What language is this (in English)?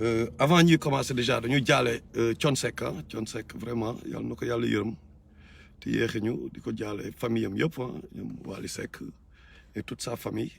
Wolof